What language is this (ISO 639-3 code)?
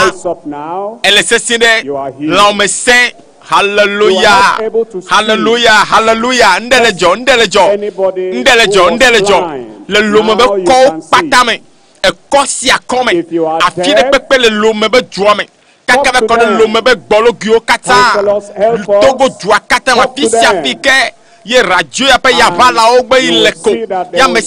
ewe